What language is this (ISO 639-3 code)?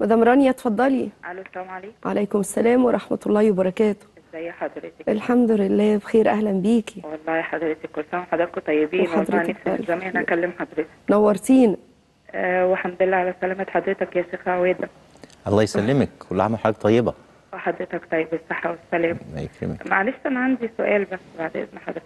arz